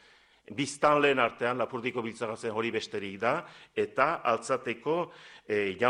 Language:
Basque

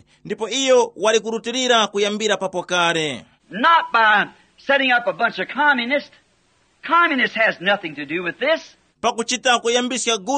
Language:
Tumbuka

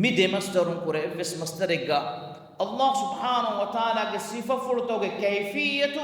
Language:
Divehi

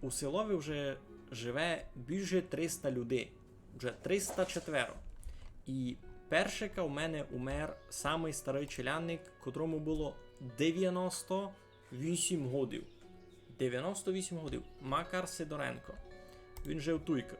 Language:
Rusyn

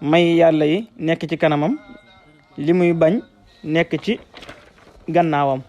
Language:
Wolof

